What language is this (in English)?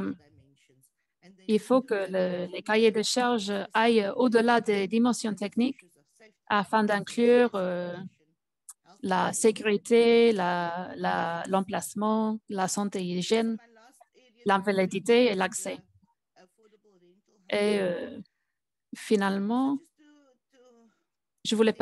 French